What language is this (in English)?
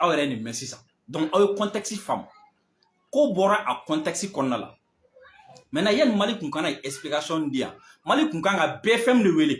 Bambara